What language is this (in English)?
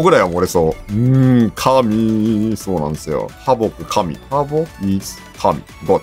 Japanese